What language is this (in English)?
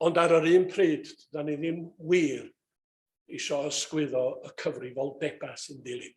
Welsh